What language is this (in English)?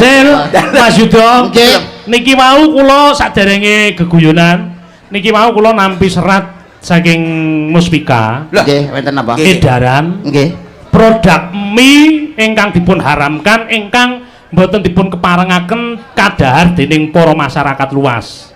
Javanese